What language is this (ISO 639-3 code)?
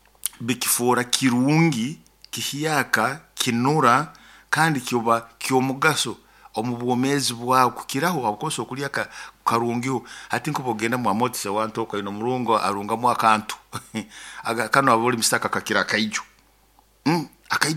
nyo